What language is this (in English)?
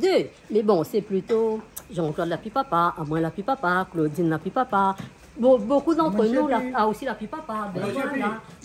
Réunion Creole French